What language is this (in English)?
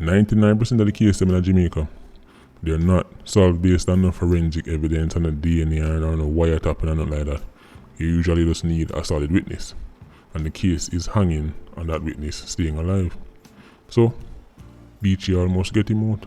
Jamaican Creole English